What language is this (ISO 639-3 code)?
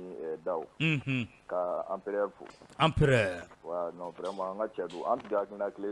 bam